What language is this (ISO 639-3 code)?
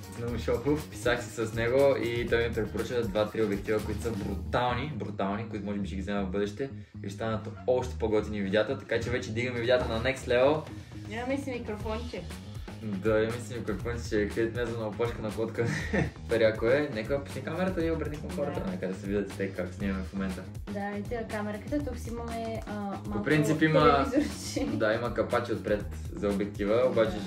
bul